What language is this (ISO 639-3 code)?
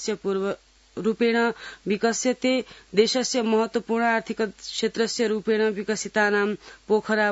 san